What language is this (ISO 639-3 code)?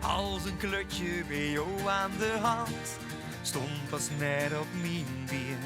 lim